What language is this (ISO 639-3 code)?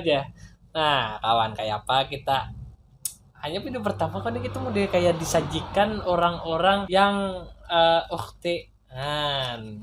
bjn